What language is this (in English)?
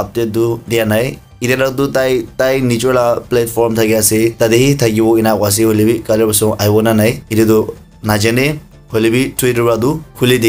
Naga Pidgin